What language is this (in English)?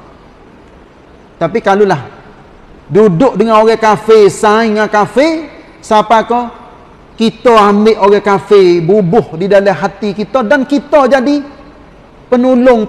Malay